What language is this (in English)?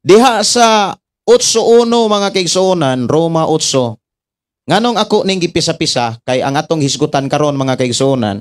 Cebuano